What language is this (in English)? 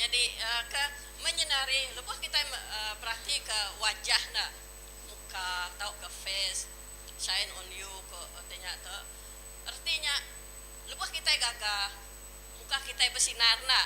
Iban